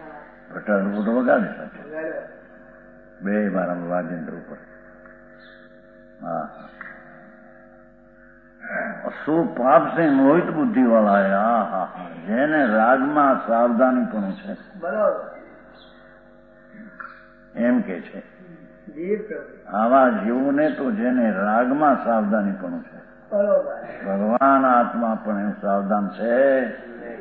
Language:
Gujarati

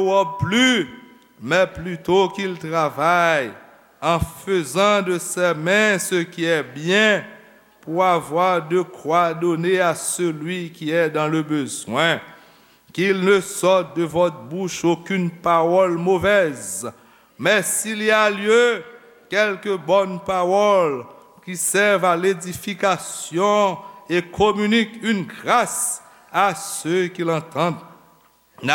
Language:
Haitian Creole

